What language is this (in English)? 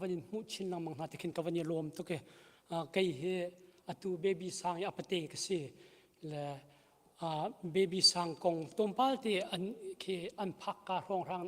Hakha Chin